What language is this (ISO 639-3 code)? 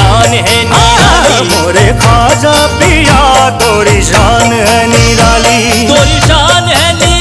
bho